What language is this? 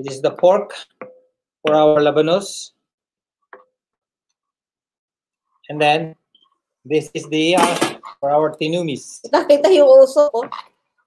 Filipino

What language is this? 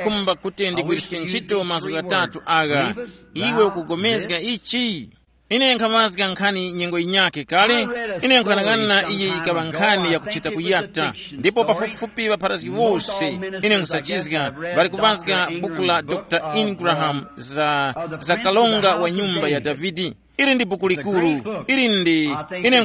Tumbuka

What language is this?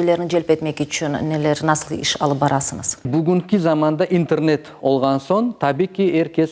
Crimean Tatar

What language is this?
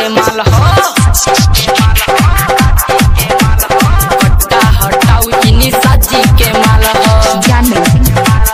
Bhojpuri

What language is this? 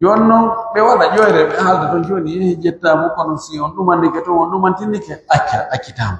Pular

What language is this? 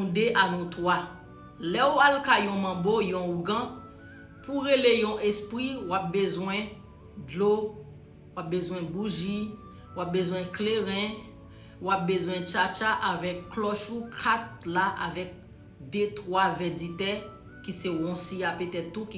Haitian Creole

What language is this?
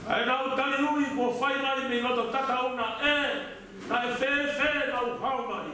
Tongan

